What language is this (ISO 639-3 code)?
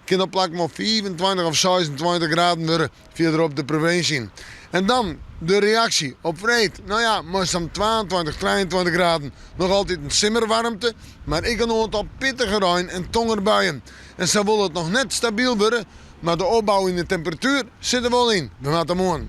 fry